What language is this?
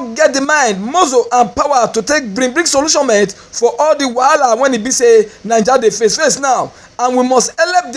Nigerian Pidgin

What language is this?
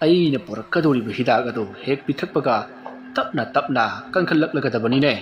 Manipuri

